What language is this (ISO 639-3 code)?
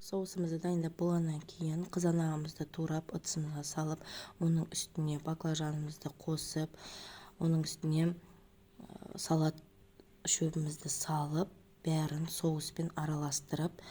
kaz